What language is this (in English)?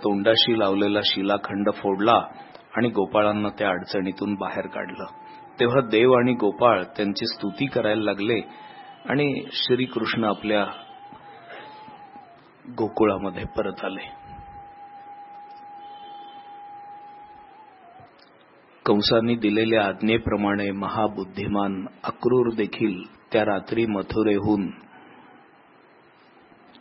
Marathi